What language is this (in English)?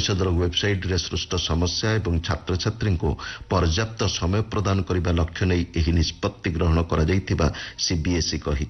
Odia